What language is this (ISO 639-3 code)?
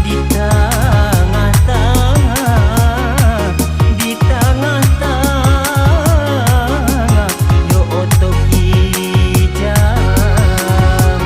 min